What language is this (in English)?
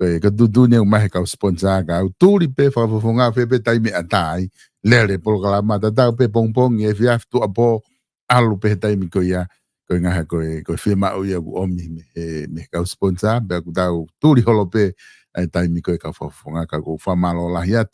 Tongan